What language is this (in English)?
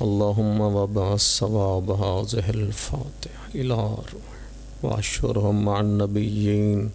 Pahari-Potwari